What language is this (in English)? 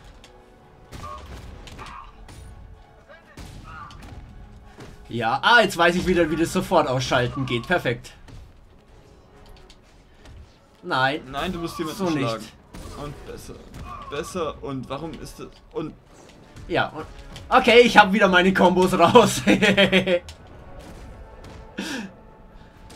German